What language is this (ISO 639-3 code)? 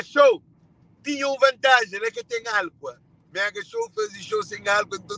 kea